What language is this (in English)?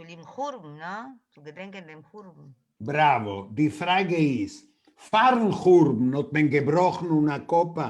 Yiddish